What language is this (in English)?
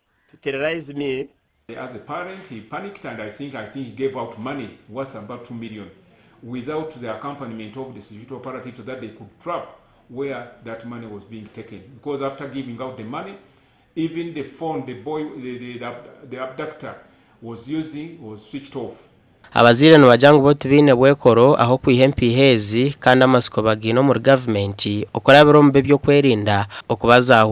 Nyankole